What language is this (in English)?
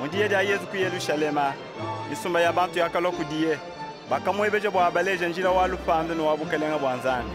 Luba-Lulua